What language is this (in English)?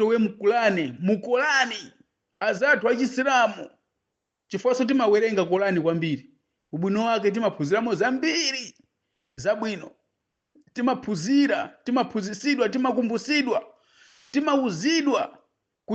Nyanja